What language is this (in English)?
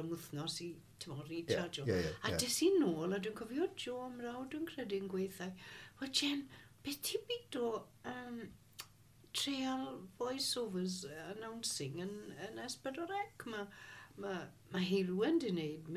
Welsh